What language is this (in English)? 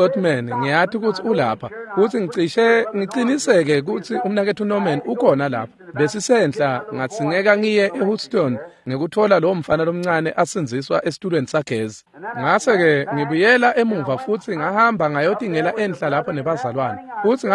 Swati